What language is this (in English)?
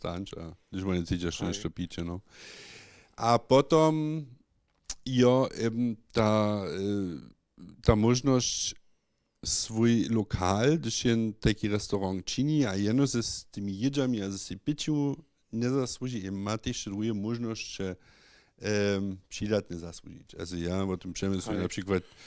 Upper Sorbian